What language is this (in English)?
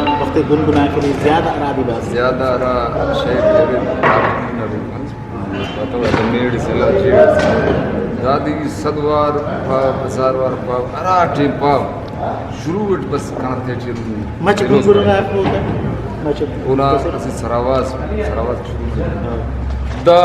Brahui